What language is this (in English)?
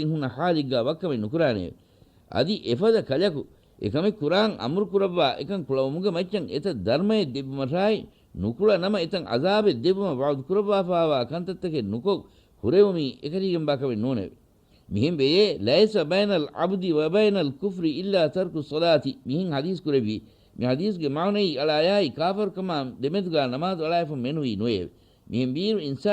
Divehi